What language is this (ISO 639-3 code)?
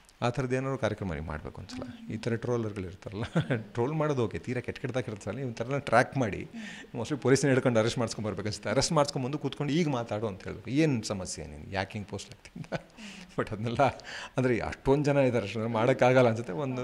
kan